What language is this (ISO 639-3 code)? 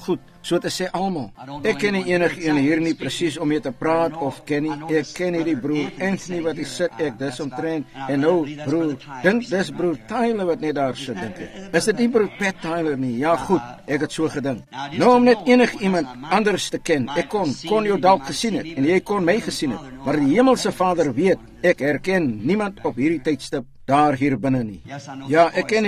afr